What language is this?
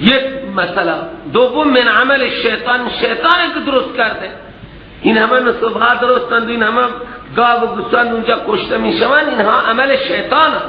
Persian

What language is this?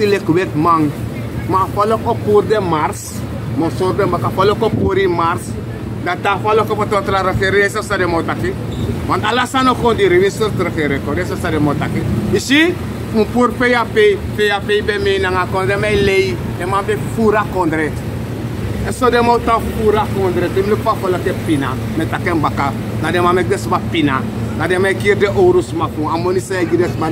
Sranan Tongo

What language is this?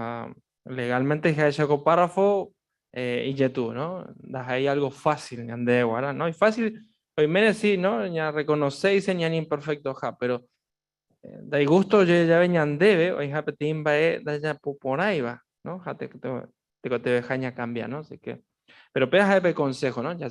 Guarani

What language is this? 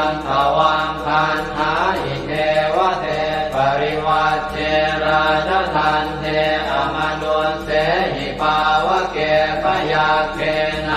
Pali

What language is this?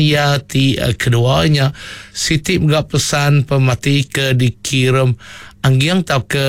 Iban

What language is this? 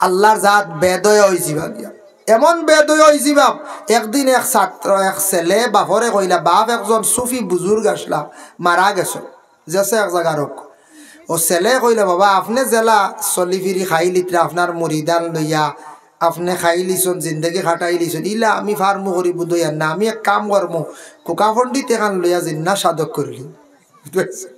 Sylheti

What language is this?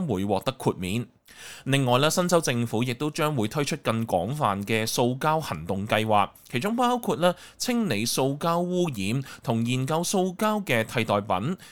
Cantonese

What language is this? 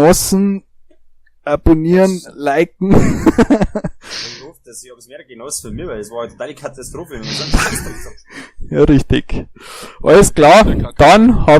Bavarian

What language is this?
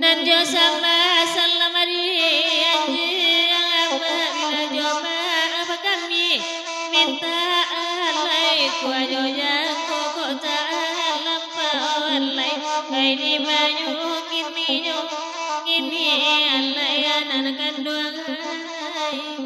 Minangkabau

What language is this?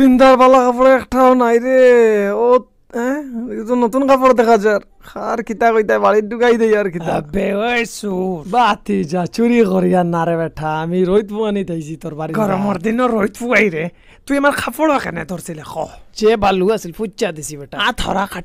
Sylheti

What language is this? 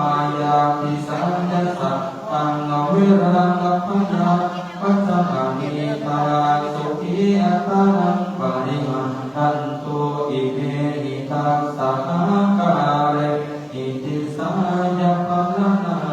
Pali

